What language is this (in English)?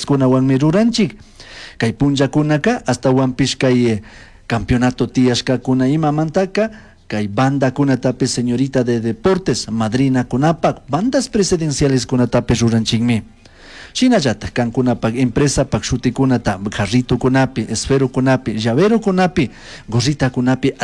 Chimborazo Highland Quichua